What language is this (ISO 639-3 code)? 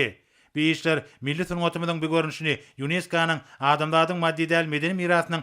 tuk